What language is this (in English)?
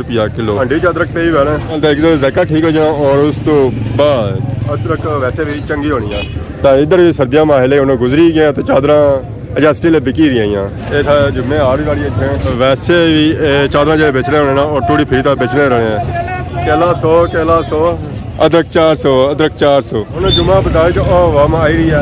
Pahari-Potwari